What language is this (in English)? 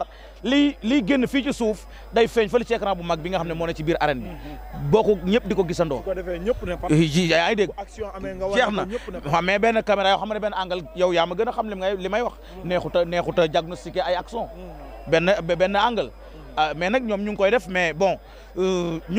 Wolof